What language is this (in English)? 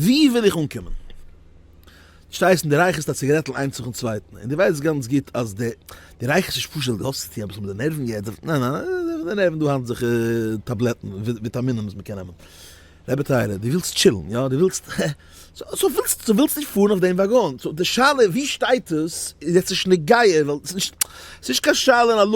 Yiddish